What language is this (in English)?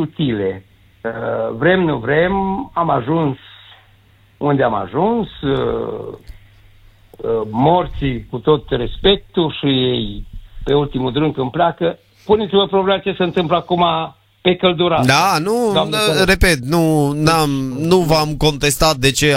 Romanian